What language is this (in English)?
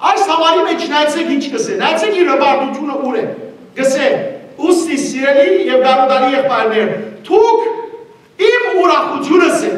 Western Armenian